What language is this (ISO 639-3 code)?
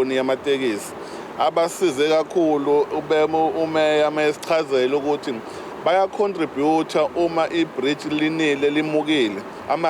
zul